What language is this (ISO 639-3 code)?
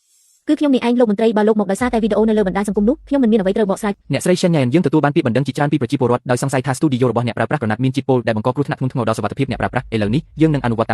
khm